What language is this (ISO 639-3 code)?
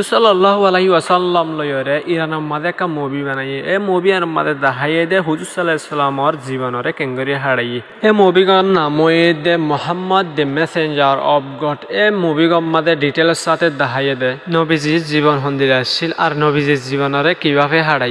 rhg